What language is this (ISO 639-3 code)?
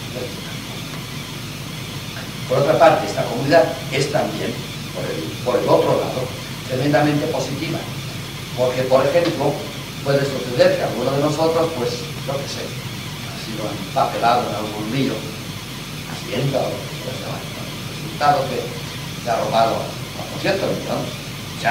spa